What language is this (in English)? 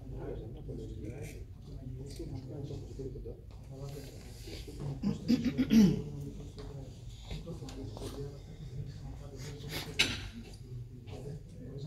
Greek